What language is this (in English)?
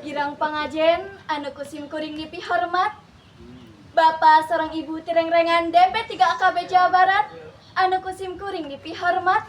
Sundanese